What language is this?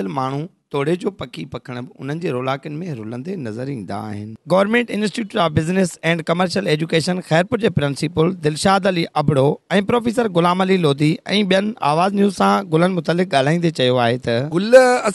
Sindhi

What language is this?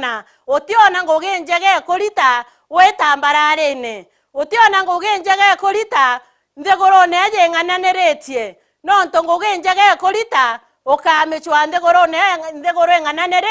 Meru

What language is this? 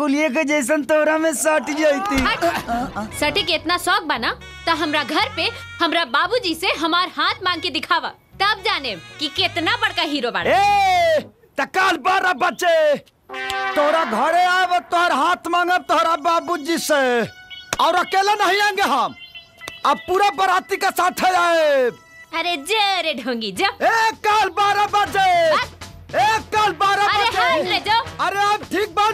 Bhojpuri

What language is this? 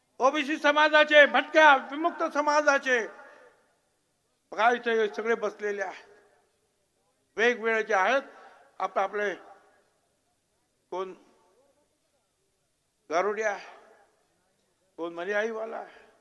Marathi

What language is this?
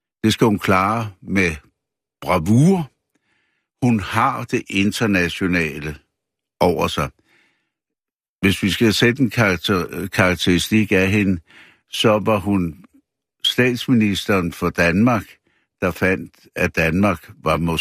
Danish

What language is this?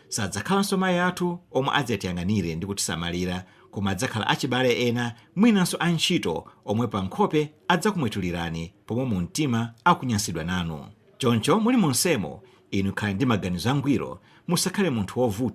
Nyanja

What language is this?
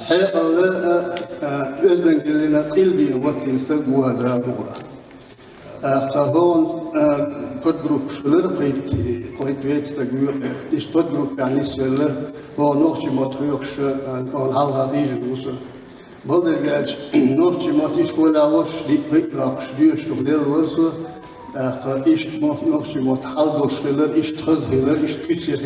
Chechen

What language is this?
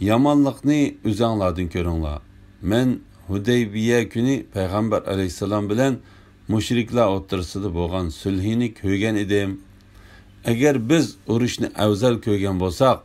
Uyghur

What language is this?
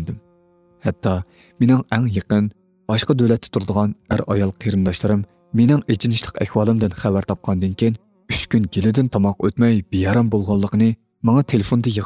Uyghur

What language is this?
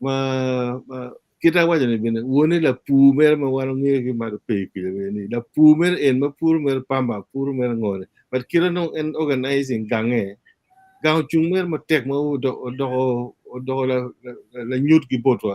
Acoli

